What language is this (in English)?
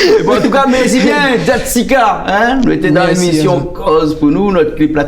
Réunion Creole French